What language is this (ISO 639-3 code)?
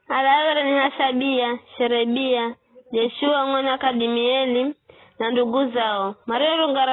nyf